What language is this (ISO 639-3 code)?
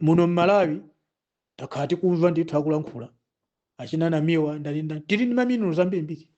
nya